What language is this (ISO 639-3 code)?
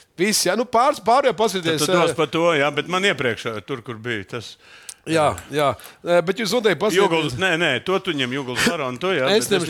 lav